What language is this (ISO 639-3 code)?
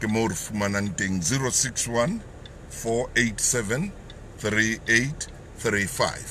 sot